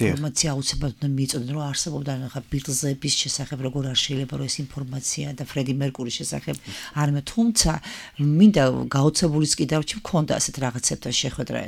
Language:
Georgian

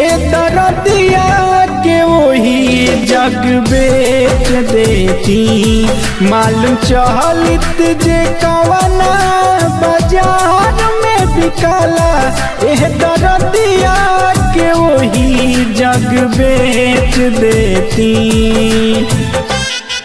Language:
Bhojpuri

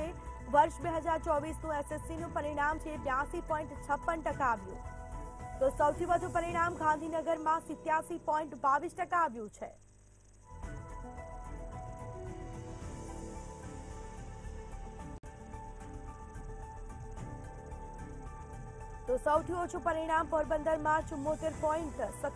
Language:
Gujarati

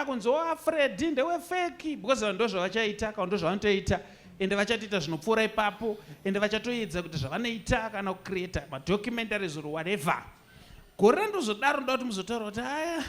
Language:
Shona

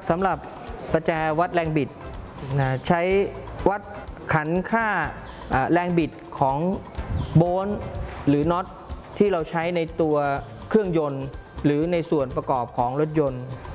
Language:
Thai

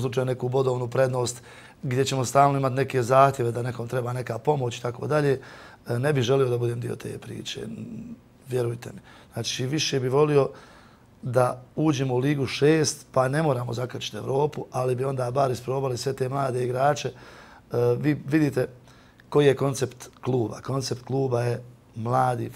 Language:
Bosnian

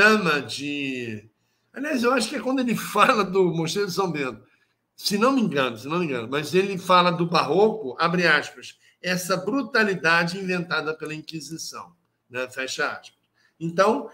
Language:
Portuguese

